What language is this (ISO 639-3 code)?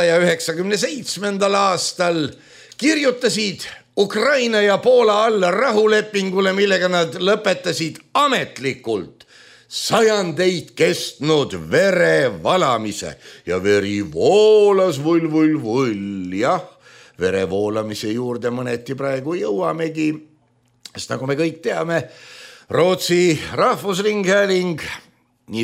est